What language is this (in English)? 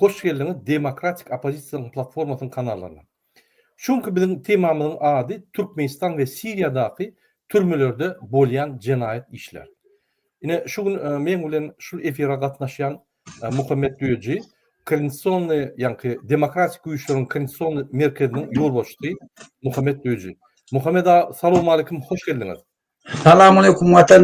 Turkmen